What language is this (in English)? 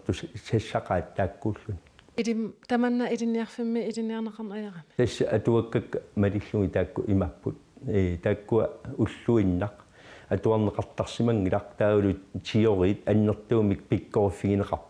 Kalaallisut